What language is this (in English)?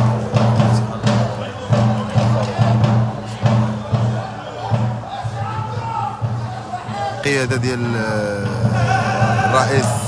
Moroccan Arabic